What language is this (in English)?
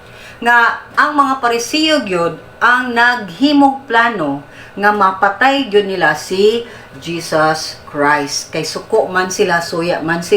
Cebuano